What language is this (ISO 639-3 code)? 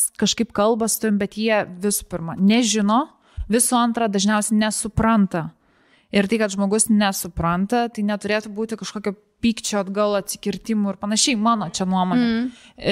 lit